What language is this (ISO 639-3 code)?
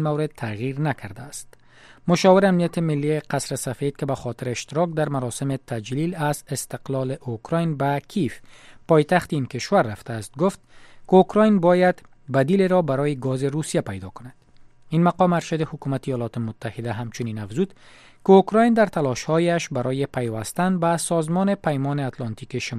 fas